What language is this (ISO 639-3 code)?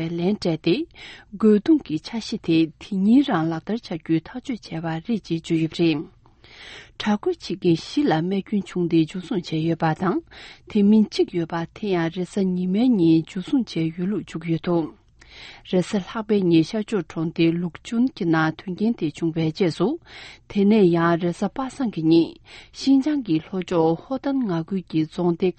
bod